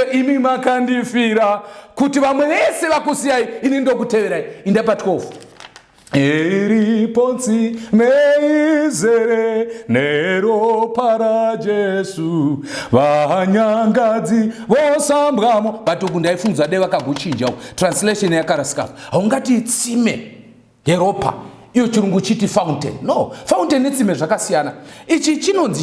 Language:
Shona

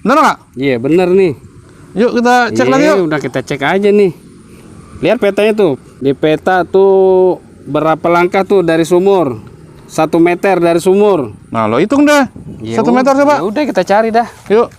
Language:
Betawi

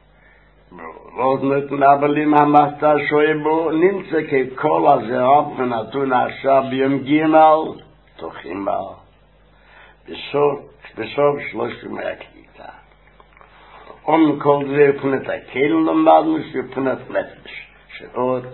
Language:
Hebrew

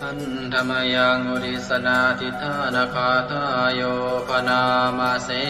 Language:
Pali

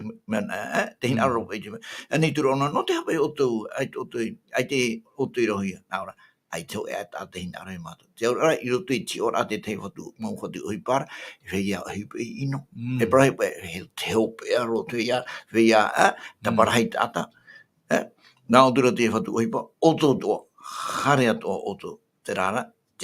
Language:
Tahitian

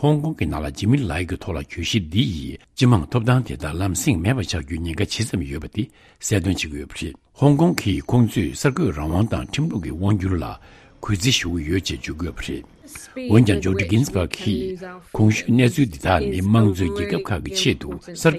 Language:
Tibetan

